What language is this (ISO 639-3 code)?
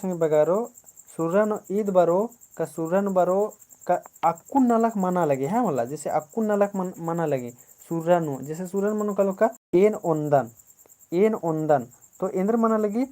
kru